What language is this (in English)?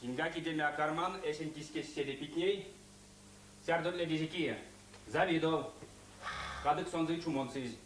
Erzya